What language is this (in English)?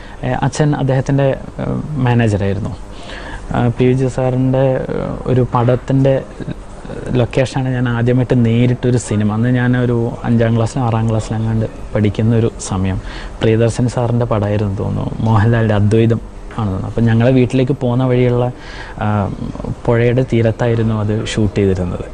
Malayalam